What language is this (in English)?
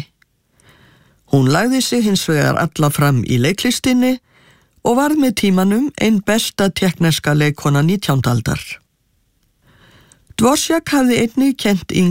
Icelandic